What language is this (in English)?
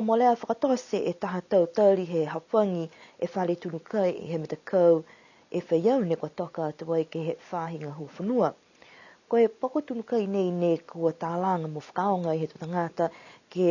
Niuean